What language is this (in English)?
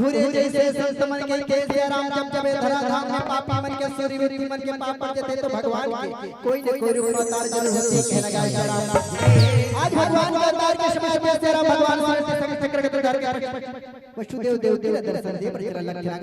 Chhattisgarhi